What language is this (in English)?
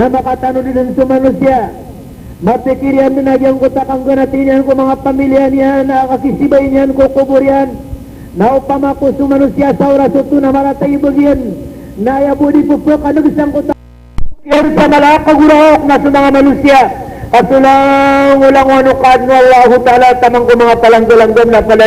Maranao